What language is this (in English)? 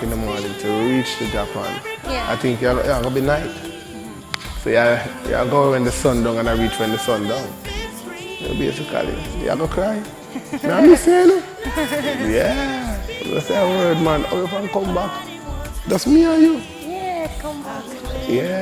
Jamaican Creole English